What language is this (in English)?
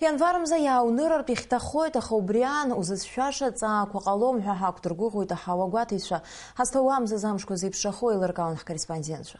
Abkhazian